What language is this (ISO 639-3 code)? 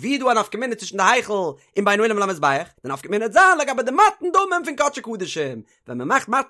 yid